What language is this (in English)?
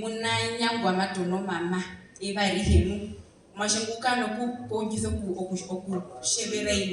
Herero